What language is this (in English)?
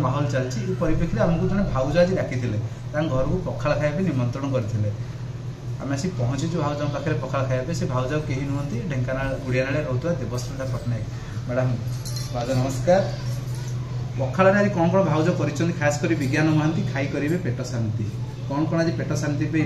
Odia